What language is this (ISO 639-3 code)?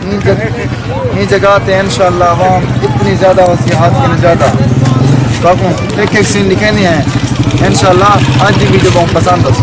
skr